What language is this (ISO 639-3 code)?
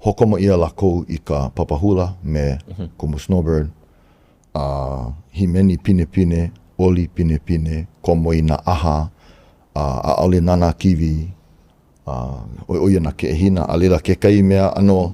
haw